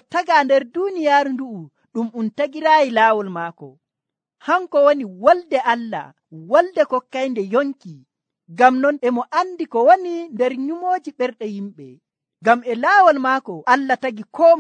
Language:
Nigerian Fulfulde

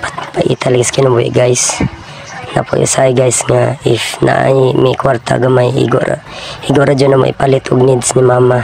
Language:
Cebuano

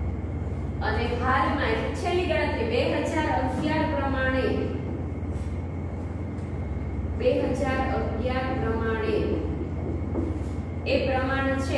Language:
Gujarati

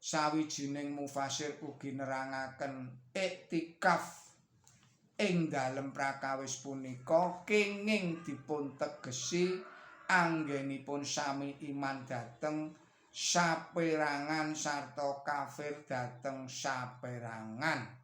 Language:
Javanese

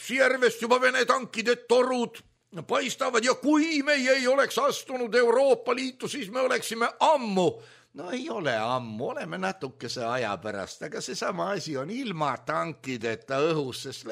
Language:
Estonian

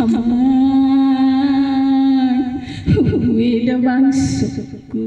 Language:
Batak Toba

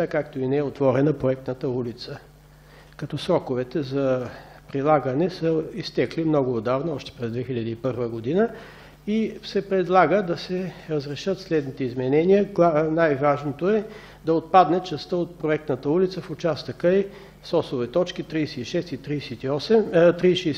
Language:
Bulgarian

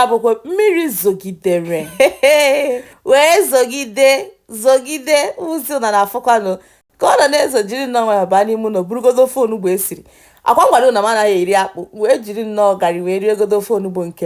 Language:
Igbo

